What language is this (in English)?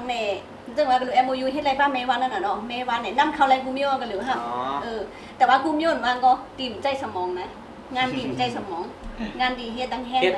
Shan